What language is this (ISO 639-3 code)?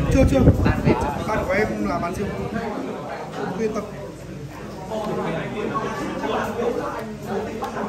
vie